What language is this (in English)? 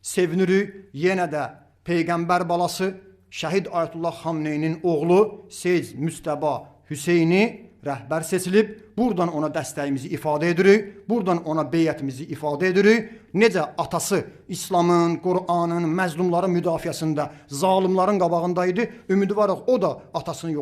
Azerbaijani